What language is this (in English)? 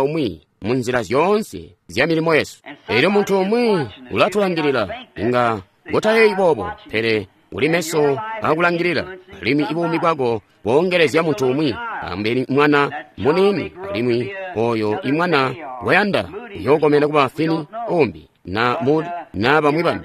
Tonga (Zambia)